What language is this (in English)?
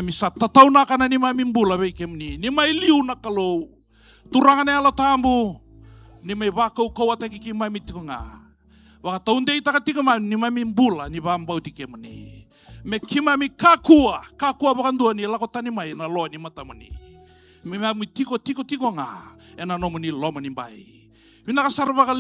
Fijian